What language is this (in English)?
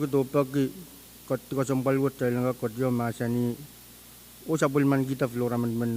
Pohnpeian